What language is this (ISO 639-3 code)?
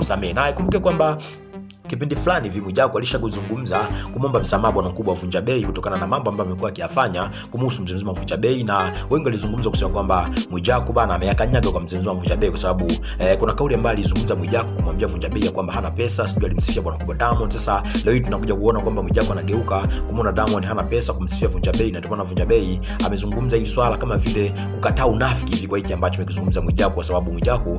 swa